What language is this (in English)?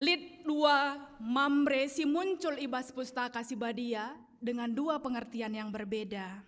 Batak Karo